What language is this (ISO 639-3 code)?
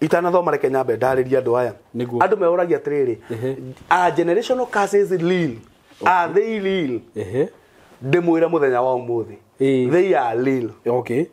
kik